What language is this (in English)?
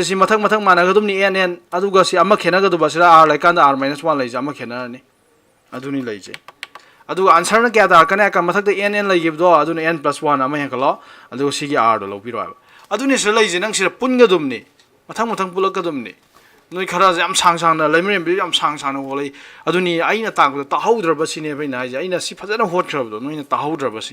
Manipuri